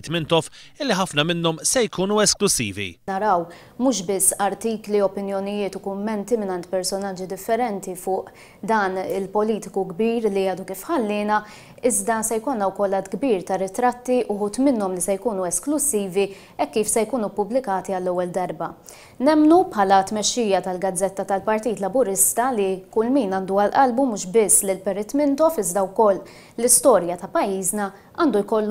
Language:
Maltese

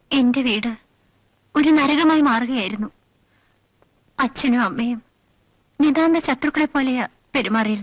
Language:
Malayalam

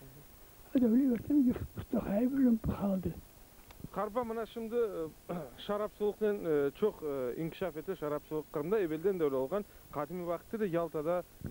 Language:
Crimean Tatar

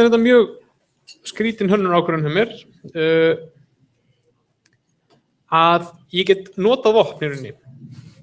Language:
Icelandic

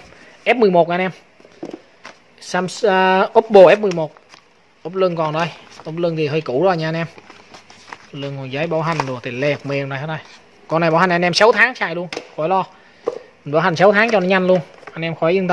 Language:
Vietnamese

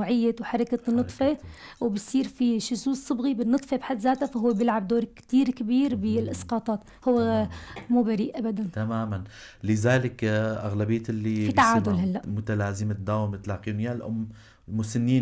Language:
North Levantine Arabic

